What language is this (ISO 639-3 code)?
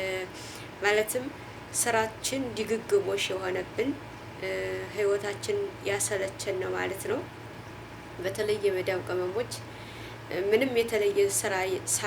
amh